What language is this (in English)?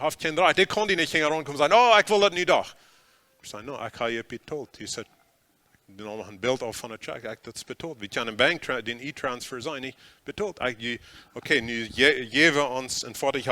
Plautdietsch